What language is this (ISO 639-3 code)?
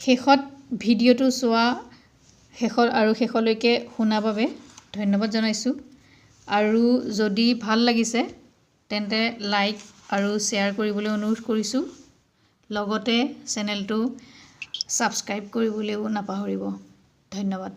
asm